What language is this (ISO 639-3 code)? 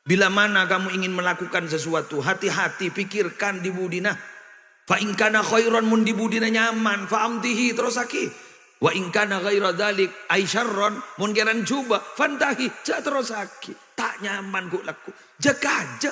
mad